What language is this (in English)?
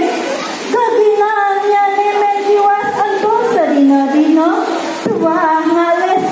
Balinese